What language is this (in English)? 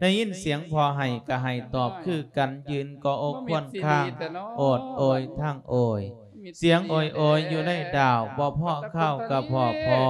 Lao